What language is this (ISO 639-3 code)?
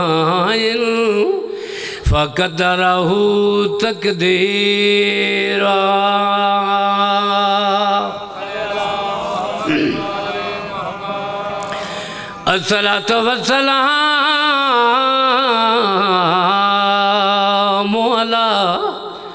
urd